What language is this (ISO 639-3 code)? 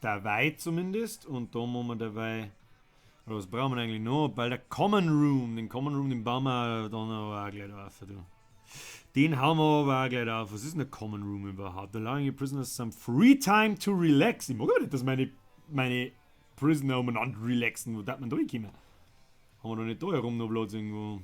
bar